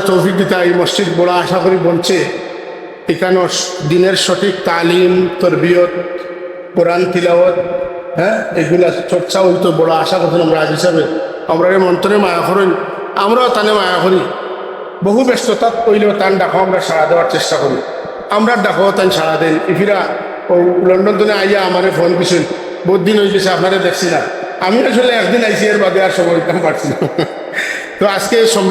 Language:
Sylheti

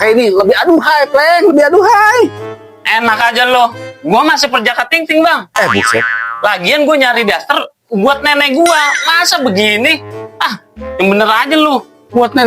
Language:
Betawi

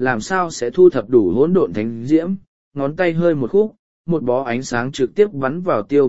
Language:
Vietnamese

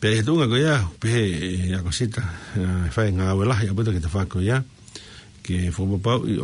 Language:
Tongan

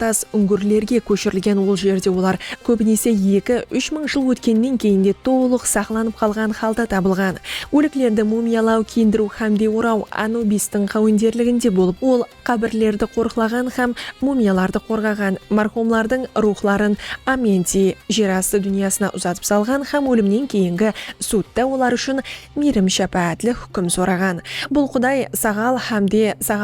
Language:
Kara-Kalpak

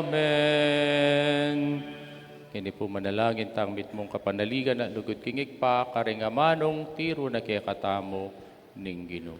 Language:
Pampanga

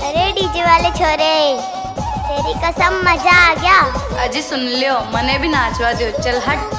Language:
Sadri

